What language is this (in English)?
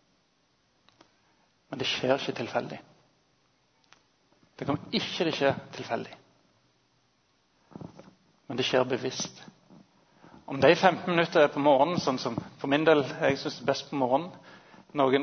Norwegian